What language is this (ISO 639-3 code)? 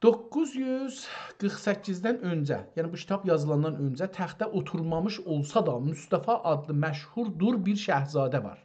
azb